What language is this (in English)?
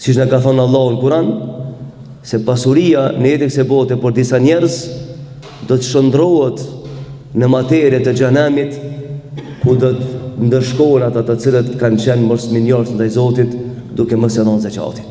Albanian